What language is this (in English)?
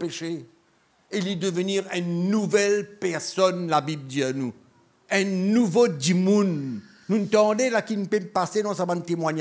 Morisyen